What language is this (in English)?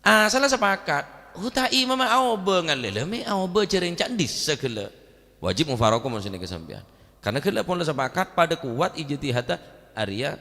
Madurese